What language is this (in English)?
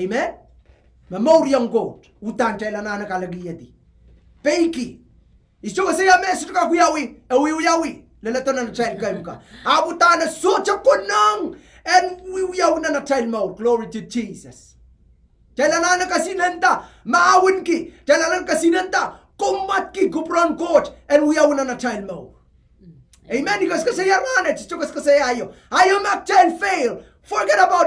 Pohnpeian